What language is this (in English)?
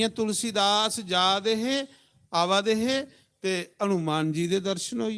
Dogri